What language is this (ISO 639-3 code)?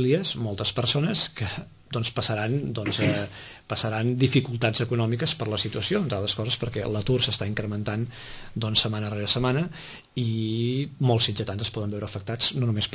cat